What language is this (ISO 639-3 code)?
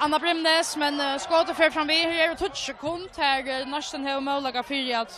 fao